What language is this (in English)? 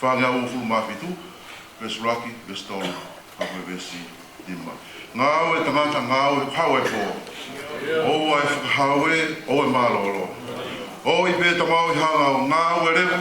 Tongan